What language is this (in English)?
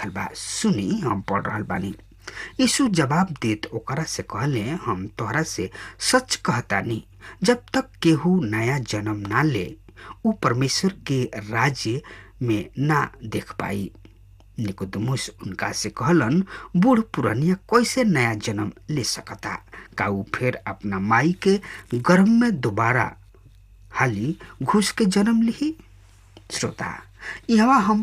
Bhojpuri